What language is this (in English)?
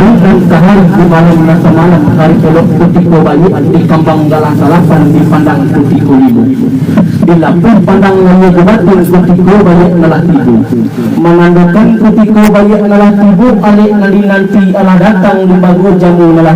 Minangkabau